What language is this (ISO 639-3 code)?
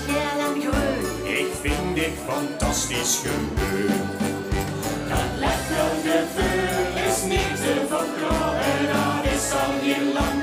lim